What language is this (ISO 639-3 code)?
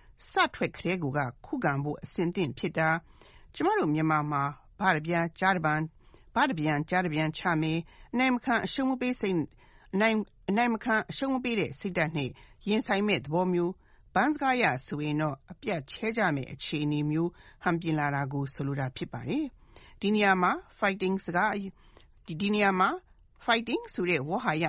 mya